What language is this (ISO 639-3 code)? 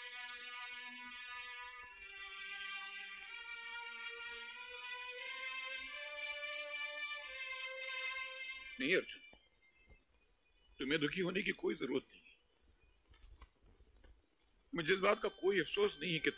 hin